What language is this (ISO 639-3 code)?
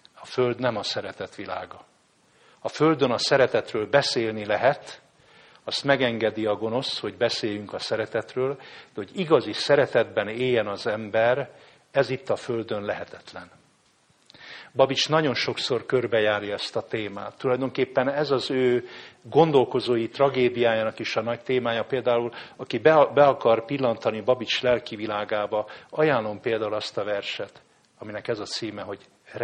hun